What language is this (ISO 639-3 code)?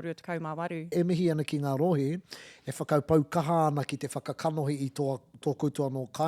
mri